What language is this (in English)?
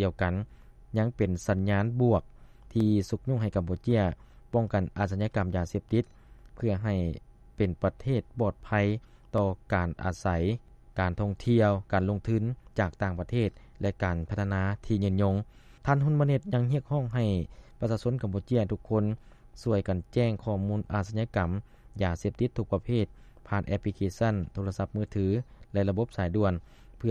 Lao